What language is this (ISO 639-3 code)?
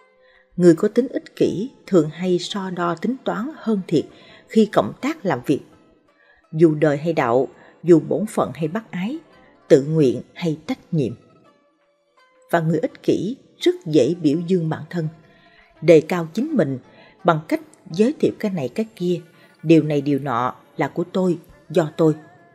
vie